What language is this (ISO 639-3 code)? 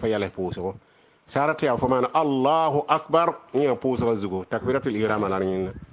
mos